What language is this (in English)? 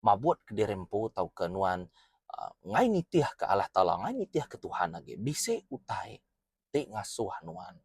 Iban